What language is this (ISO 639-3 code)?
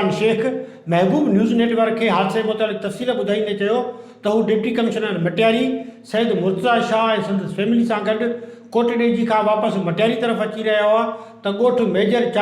snd